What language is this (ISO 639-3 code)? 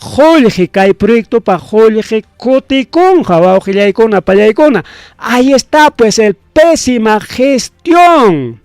quy